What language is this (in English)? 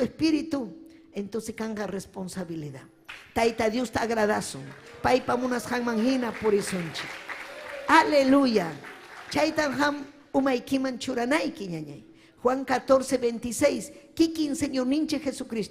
Ayacucho Quechua